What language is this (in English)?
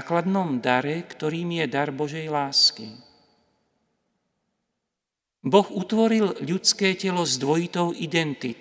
Slovak